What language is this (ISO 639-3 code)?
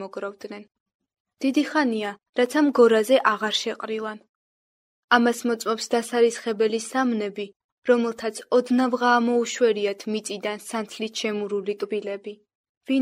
kat